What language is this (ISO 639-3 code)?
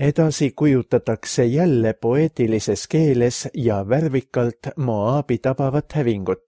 est